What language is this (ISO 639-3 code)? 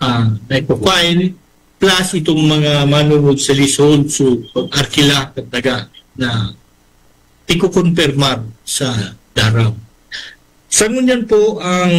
bik